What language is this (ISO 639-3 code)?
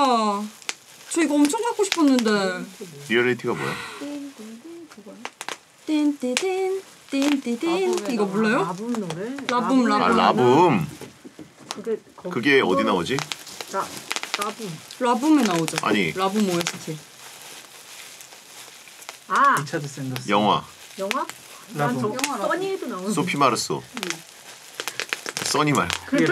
kor